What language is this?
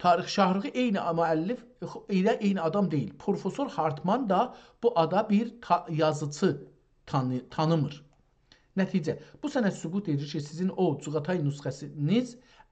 South Azerbaijani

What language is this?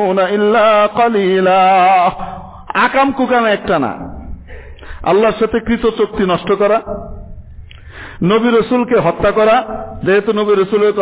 Bangla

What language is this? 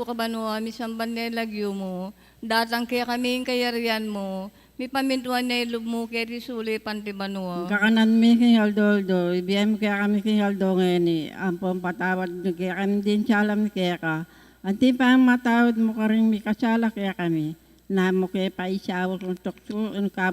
Pampanga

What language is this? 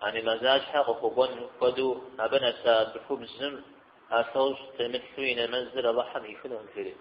Kabardian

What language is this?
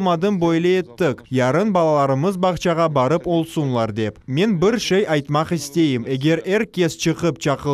Crimean Tatar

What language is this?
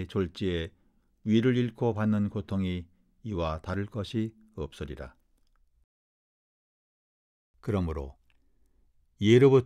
Korean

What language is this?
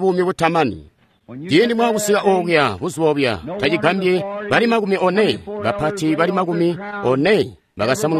Tonga (Zambia)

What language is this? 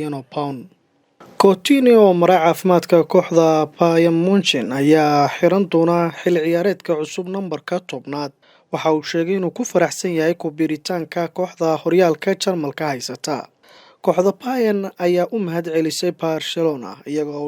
Somali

